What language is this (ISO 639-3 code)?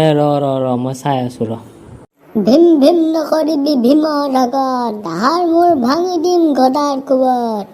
asm